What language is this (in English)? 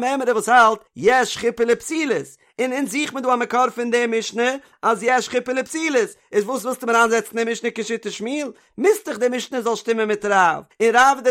Yiddish